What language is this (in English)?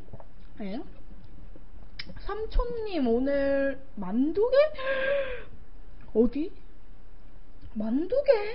Korean